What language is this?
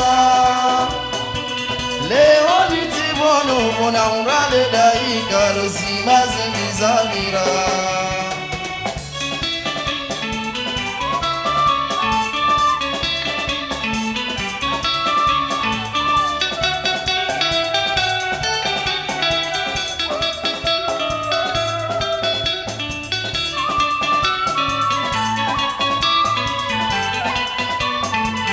Swahili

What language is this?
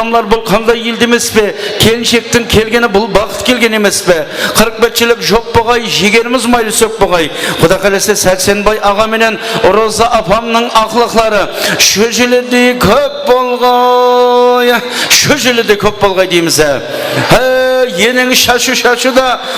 Kara-Kalpak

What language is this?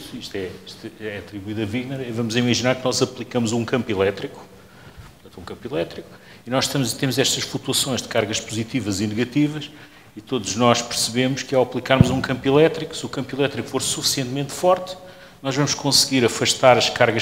Portuguese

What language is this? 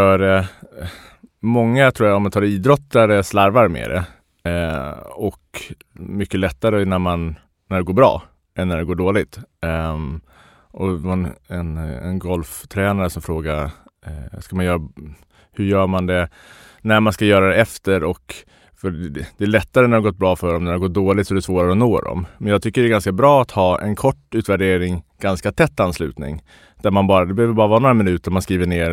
Swedish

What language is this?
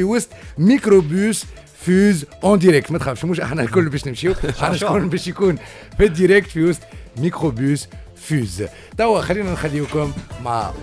Tunisian Arabic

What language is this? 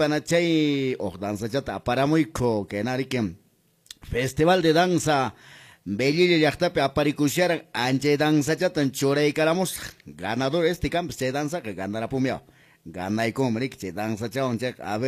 Quechua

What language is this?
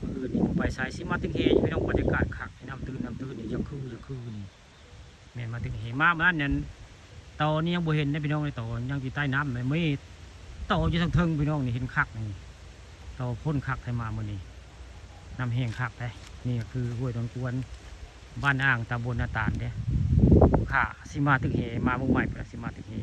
Northeastern Thai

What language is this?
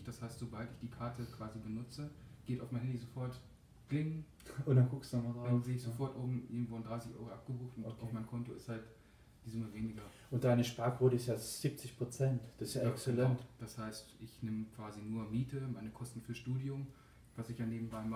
German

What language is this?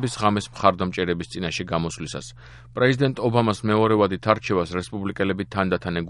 Georgian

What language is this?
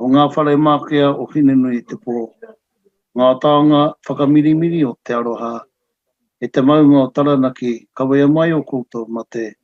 Māori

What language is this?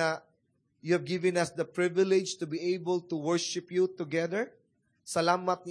Cebuano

